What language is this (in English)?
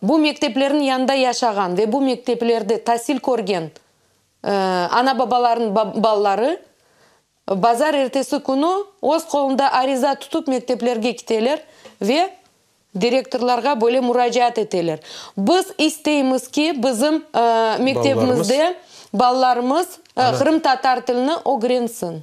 Crimean Tatar